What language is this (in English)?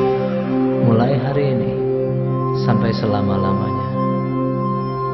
Indonesian